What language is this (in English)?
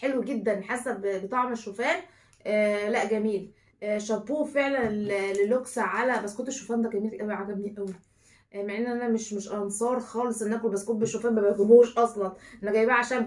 Egyptian Arabic